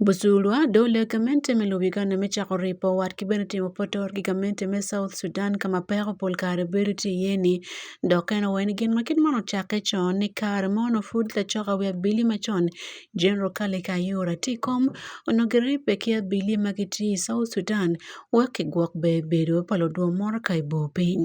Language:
Acoli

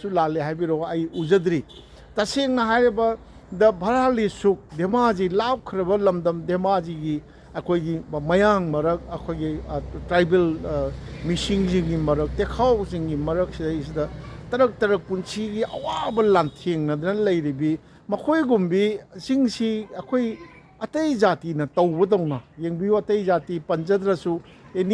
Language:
Manipuri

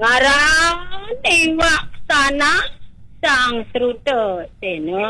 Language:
Balinese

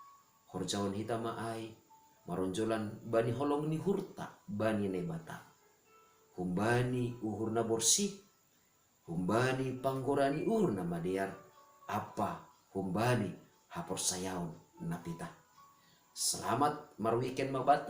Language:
Batak Simalungun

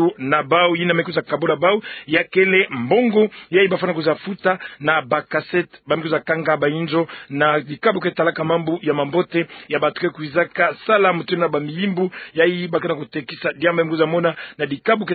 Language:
Kituba (Democratic Republic of Congo)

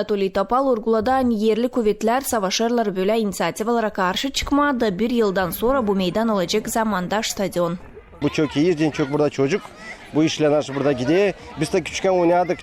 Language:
Gagauz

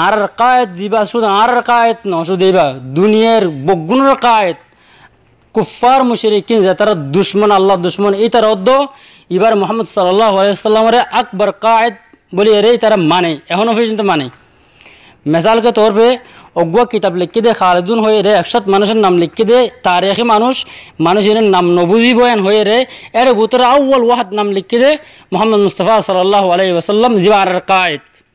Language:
Rohingya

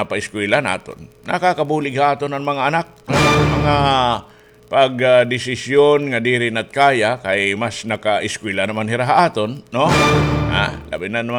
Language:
Waray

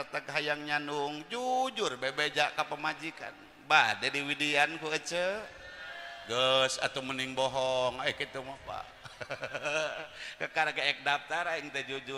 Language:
Sundanese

